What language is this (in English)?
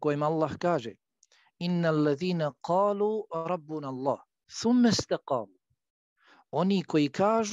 Bosnian